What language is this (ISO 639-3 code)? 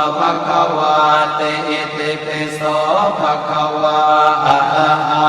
pli